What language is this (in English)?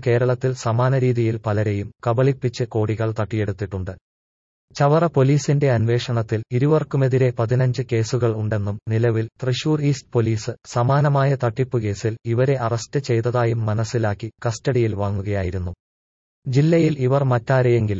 Malayalam